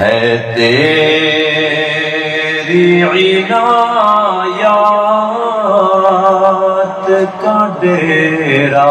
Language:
Saraiki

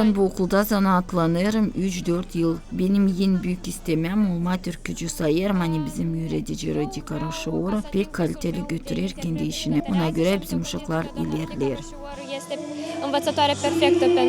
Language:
Gagauz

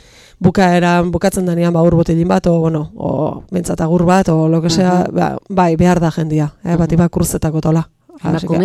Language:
Basque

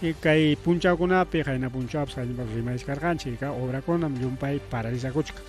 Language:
Ayacucho Quechua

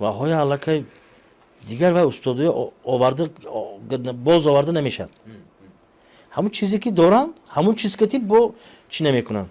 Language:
Tajik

